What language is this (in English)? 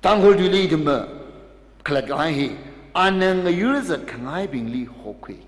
Tangkhul Naga (India)